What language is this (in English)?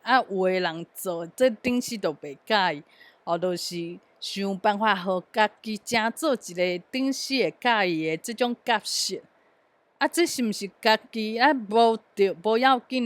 Min Nan Chinese